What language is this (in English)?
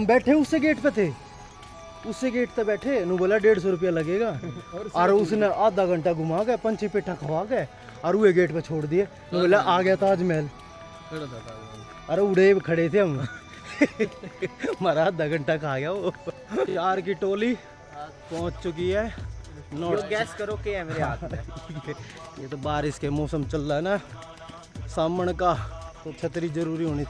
Haryanvi